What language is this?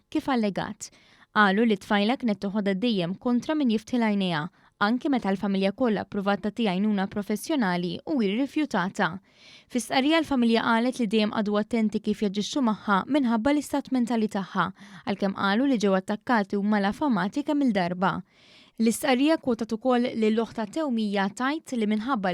Maltese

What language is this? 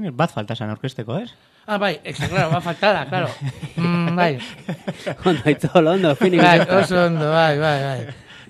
Basque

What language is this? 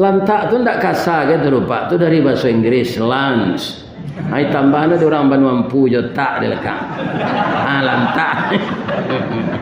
Minangkabau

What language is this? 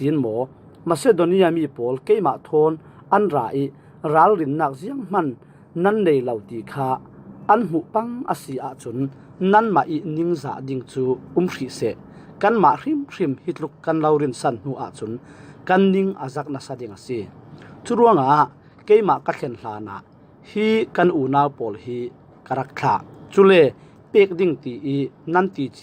Falam Chin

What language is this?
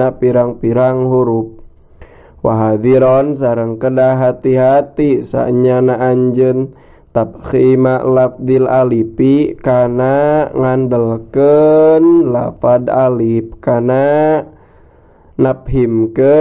Sundanese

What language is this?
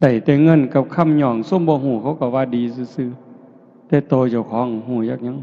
Northeastern Thai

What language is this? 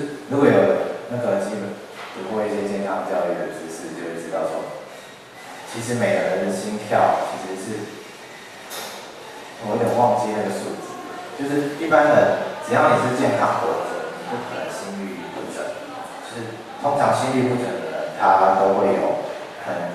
Chinese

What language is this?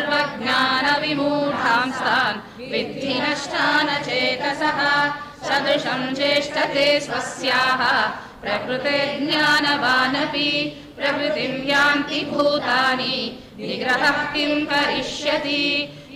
Sanskrit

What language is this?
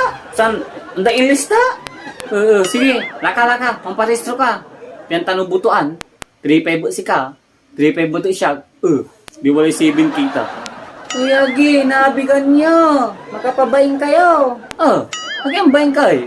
Pangasinan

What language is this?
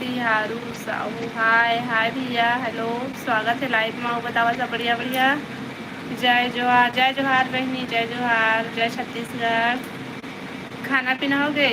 Chhattisgarhi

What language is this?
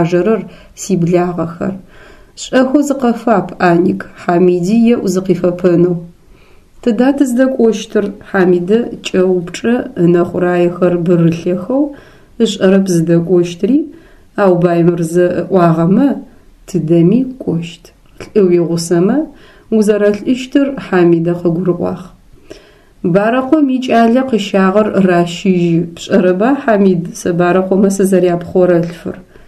Adyghe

